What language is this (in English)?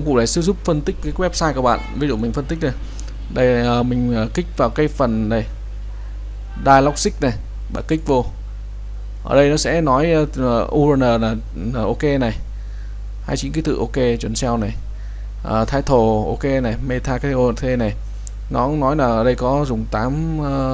Vietnamese